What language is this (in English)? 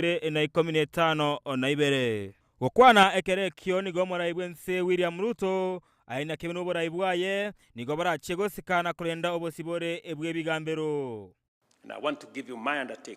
Gusii